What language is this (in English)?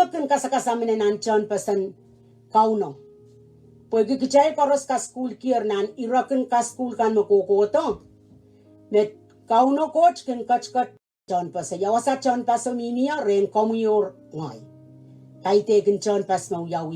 Pohnpeian